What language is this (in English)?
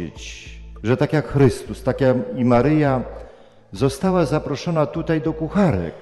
Polish